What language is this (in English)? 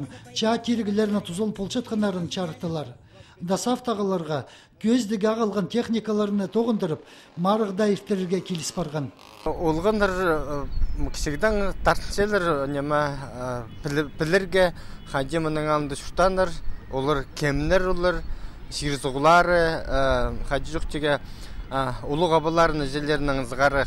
Khakas